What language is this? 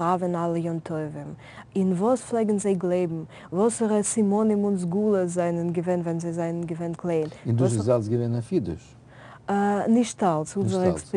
Yiddish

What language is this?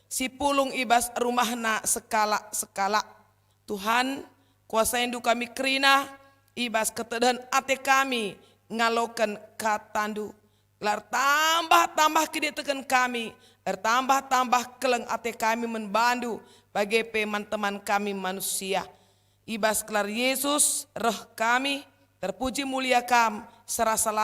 Batak Karo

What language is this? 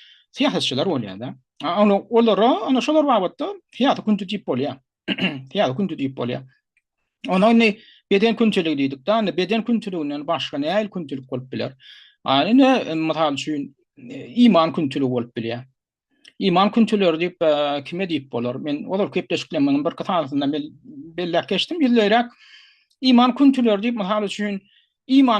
Turkmen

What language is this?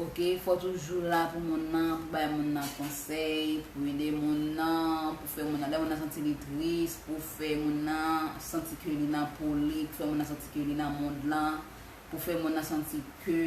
Haitian Creole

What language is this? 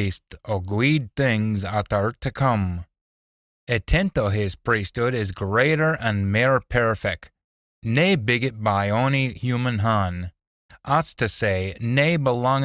Scots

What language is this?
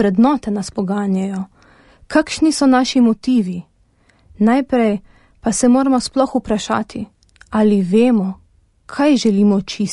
Slovenian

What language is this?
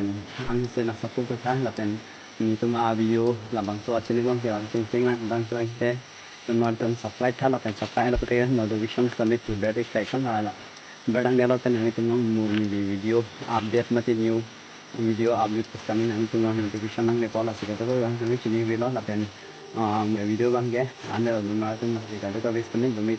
Karbi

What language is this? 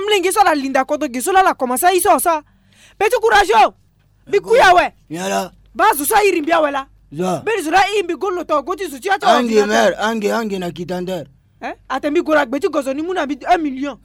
Sango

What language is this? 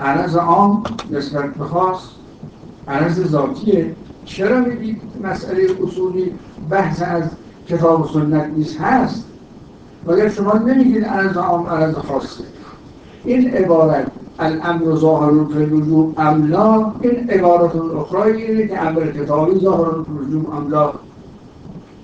Persian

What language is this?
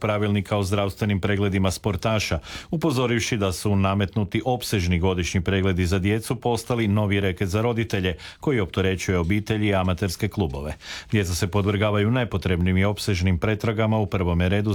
Croatian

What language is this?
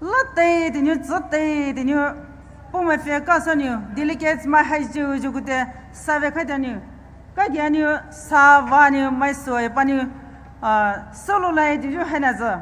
Poumei Naga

